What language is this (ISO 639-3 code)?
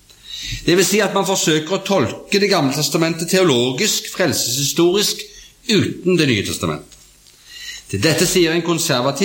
nor